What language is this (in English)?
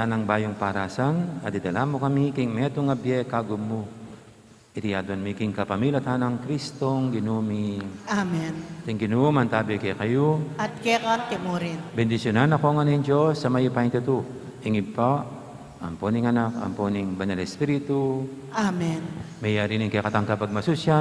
Pampanga